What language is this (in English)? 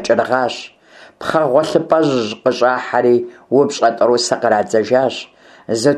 Kabardian